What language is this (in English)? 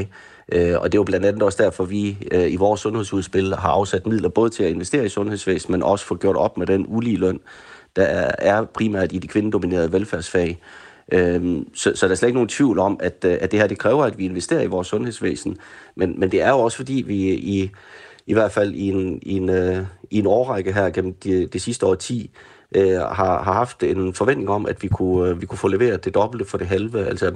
Danish